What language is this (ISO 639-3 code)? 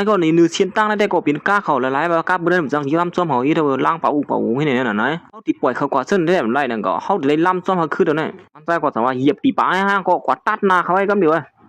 shn